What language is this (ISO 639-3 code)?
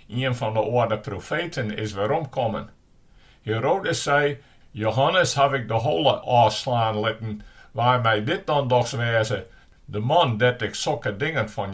fry